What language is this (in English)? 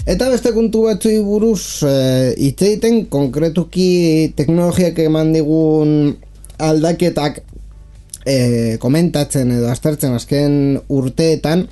Basque